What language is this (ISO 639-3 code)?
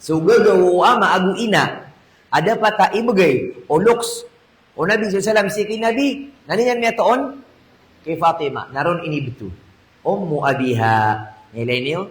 mrw